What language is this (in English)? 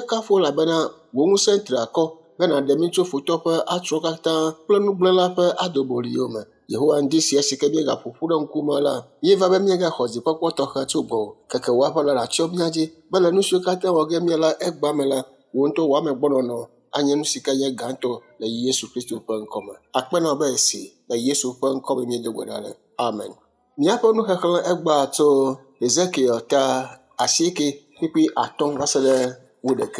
Ewe